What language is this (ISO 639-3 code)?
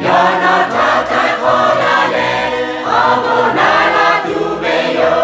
lhu